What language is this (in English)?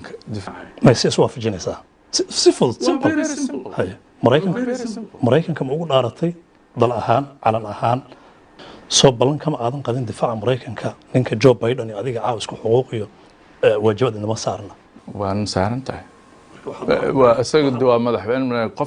Somali